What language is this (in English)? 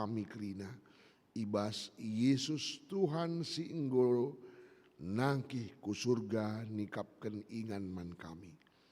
Batak Karo